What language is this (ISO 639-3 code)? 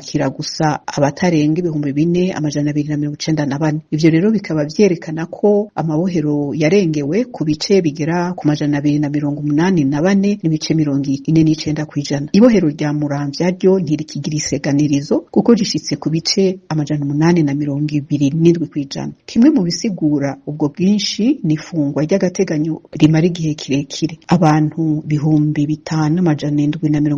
run